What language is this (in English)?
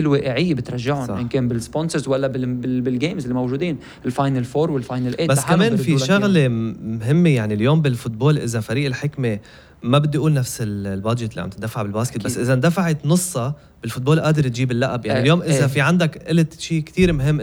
North Levantine Arabic